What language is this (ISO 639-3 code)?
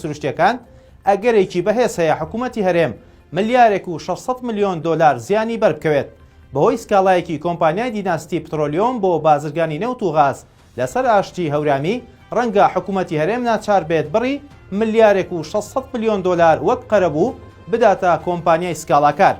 ckb